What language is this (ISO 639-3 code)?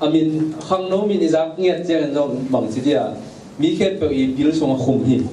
ctd